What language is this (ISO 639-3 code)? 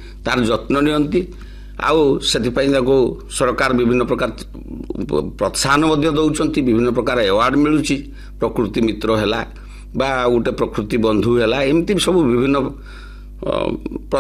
ori